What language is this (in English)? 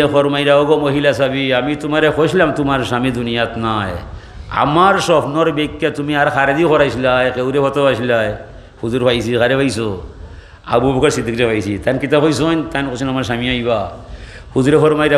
Sylheti